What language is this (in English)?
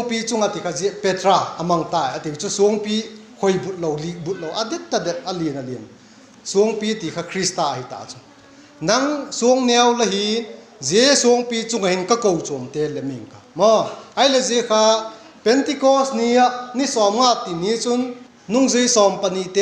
Vaiphei